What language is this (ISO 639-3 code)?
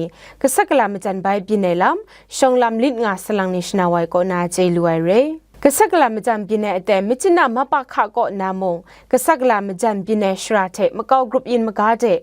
kac